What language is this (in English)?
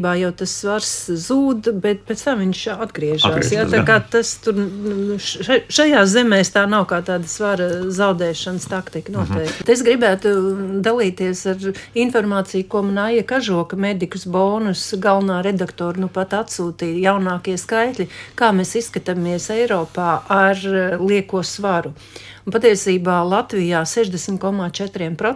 Latvian